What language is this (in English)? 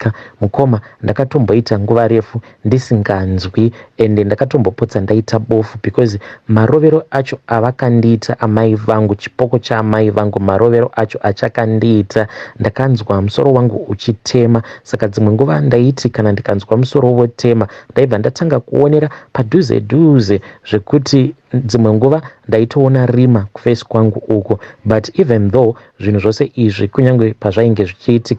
Shona